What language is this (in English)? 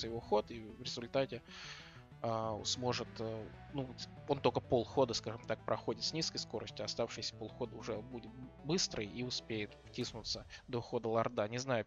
Russian